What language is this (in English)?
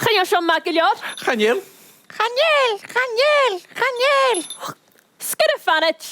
Scottish Gaelic